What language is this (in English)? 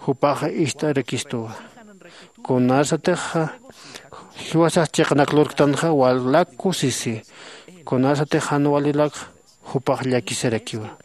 Aymara